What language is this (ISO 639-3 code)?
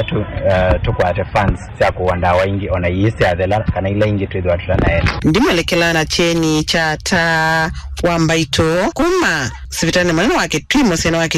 kam